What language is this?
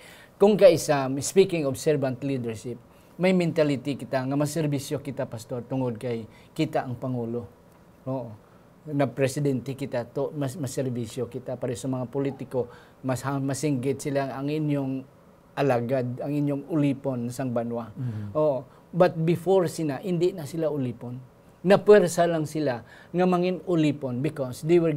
Hiligaynon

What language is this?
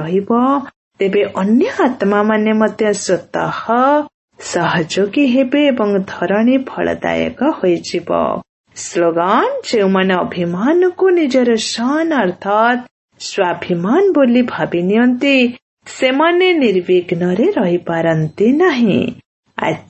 Odia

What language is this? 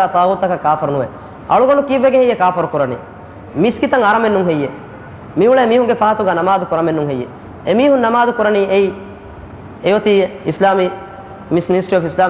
Divehi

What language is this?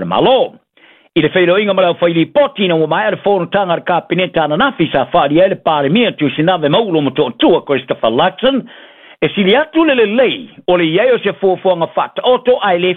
Samoan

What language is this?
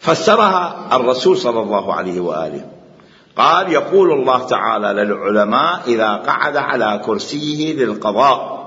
Mesopotamian Arabic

